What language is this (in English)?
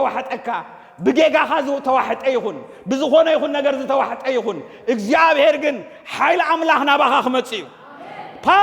Tigrinya